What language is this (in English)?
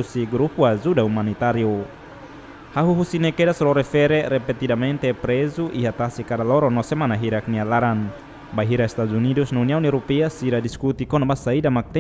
Tetum